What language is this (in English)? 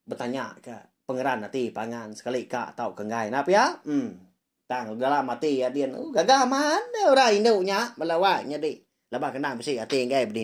Iban